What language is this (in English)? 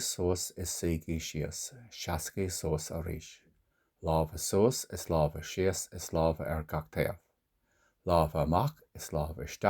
Irish